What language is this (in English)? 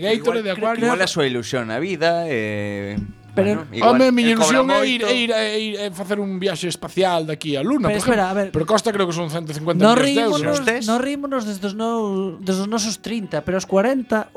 Galician